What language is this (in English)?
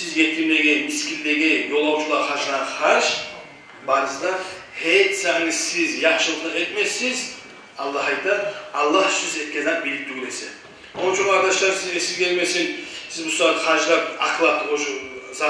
Kumyk